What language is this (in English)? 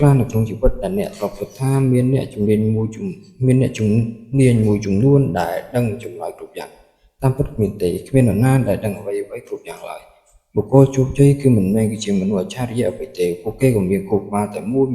Khmer